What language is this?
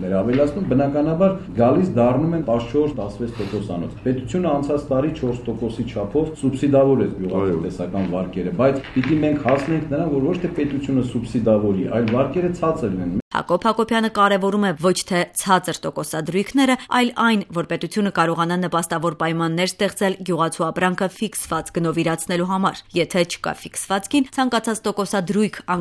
Armenian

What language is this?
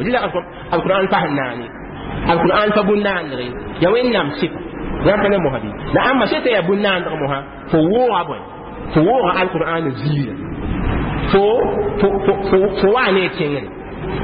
Mossi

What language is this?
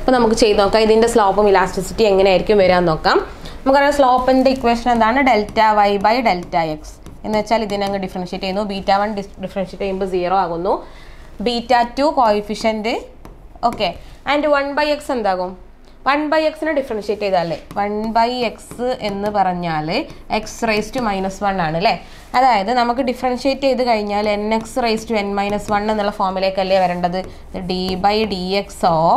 Malayalam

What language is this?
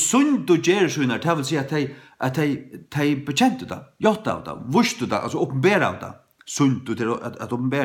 Faroese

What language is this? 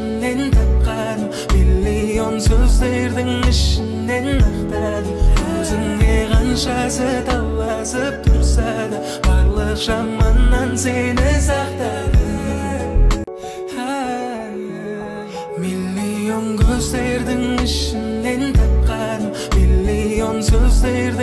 Kazakh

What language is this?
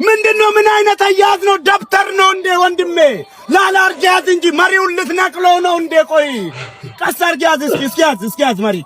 Amharic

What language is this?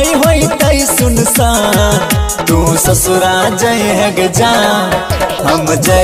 Bhojpuri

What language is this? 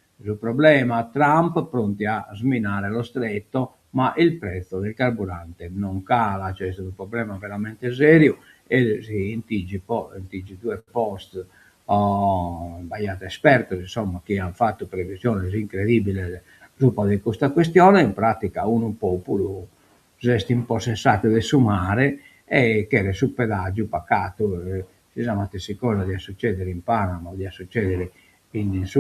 Sardinian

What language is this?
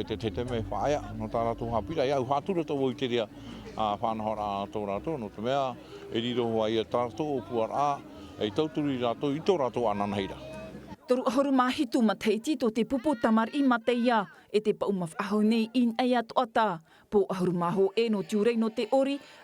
Tahitian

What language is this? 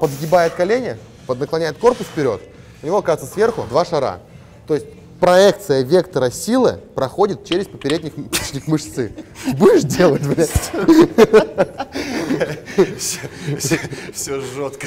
Russian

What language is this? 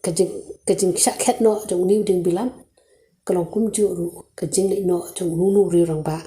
Khasi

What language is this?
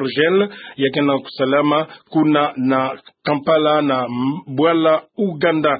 Kituba (Democratic Republic of Congo)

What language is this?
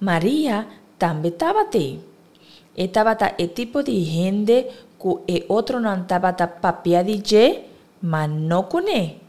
Papiamento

